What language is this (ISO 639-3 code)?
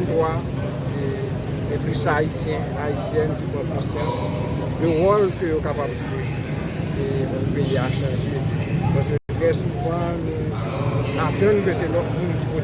hat